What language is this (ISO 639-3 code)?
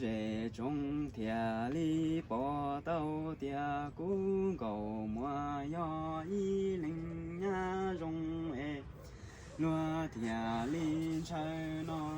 hmn